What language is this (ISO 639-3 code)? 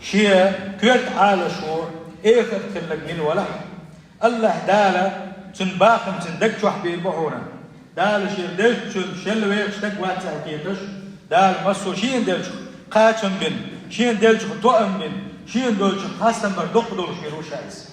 che